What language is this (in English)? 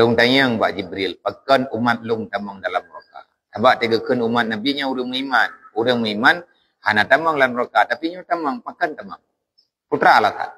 Achinese